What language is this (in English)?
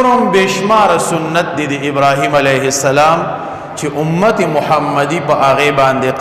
Pashto